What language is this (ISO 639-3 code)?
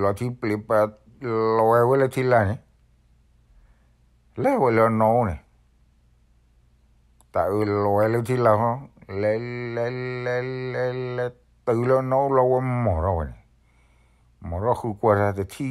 ksw